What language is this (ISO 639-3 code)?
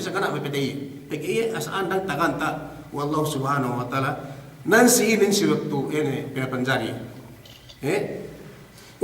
yka